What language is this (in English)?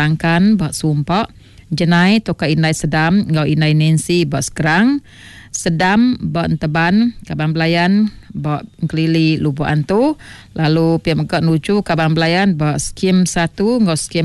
Iban